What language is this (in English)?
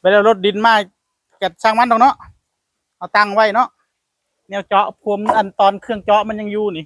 Northeastern Thai